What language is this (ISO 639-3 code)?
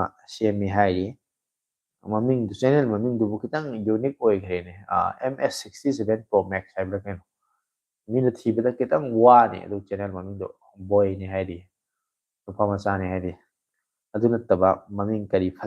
mni